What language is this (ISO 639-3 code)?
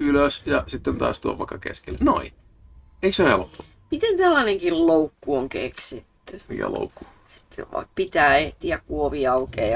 fin